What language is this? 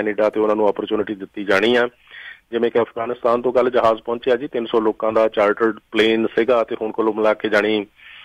Punjabi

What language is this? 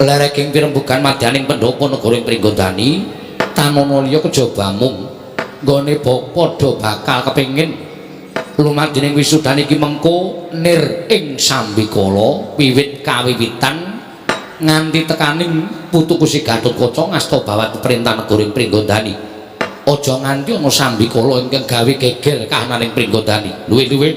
Javanese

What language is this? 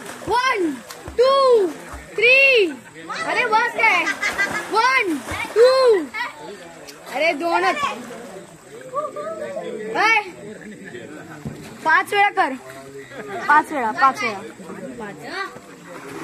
Marathi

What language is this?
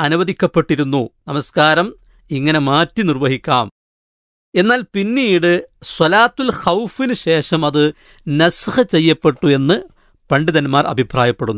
Malayalam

